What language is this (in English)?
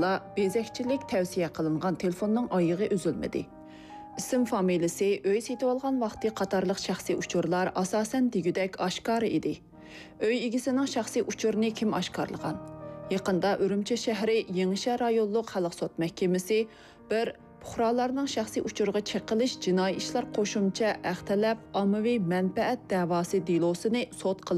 Uyghur